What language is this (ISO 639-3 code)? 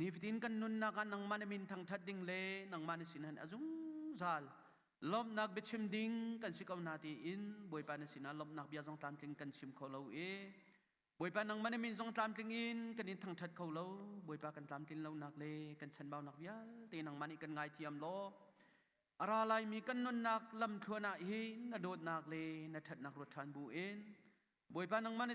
cnh